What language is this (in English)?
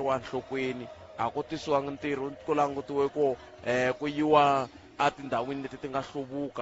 Tsonga